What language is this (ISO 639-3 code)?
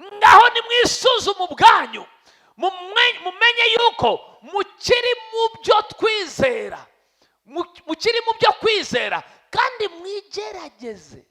kin